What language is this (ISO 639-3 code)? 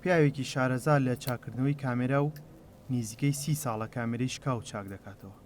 ckb